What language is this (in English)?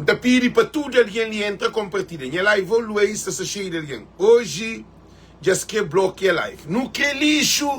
Kabuverdianu